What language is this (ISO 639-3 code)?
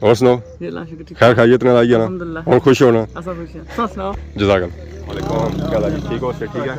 phr